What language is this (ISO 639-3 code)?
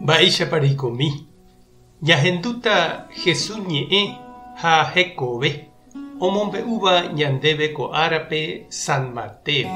grn